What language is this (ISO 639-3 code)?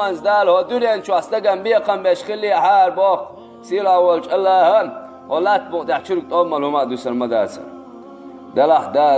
che